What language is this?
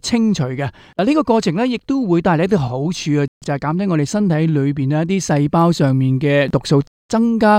Cantonese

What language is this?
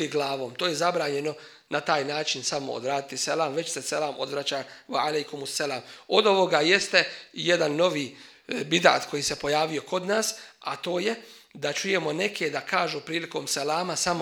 Bosnian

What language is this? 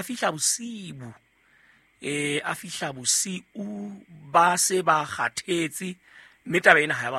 Southern Sotho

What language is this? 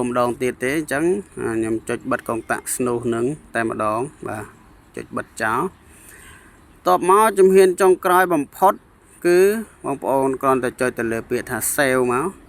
Khmer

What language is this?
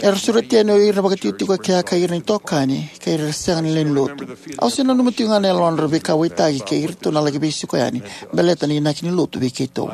Fijian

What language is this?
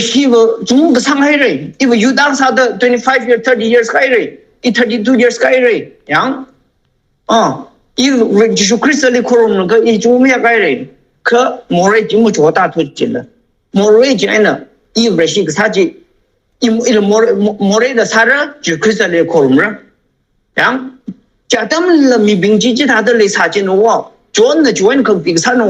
Tangkhul Naga (India)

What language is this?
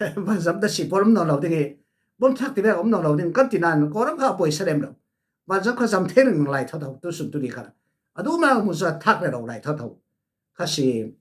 Falam Chin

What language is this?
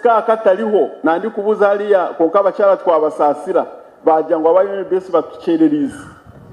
Nyankole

